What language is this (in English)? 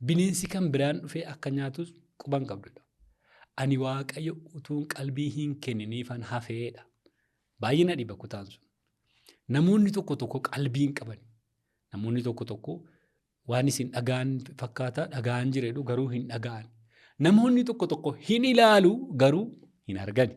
Oromo